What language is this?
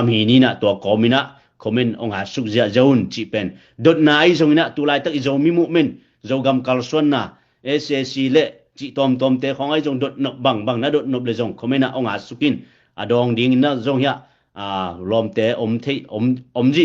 Tedim Chin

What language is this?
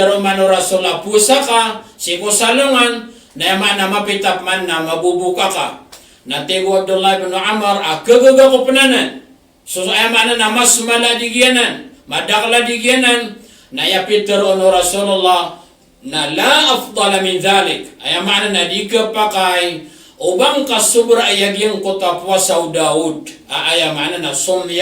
Maranao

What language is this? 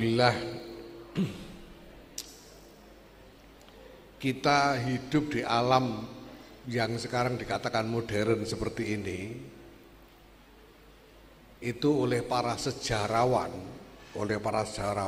Indonesian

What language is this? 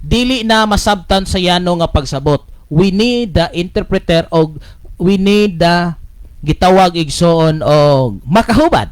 Cebuano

